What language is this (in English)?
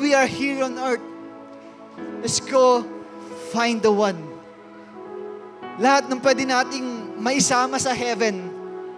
Filipino